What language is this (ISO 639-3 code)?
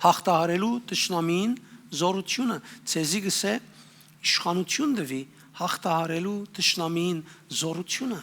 hyw